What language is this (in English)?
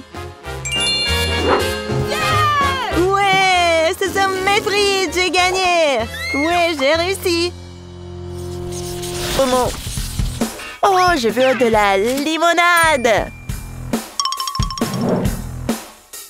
French